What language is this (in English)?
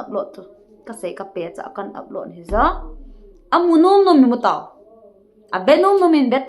Thado Chin